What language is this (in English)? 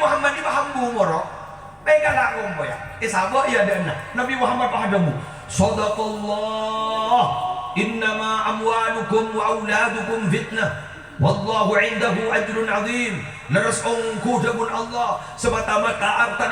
Madurese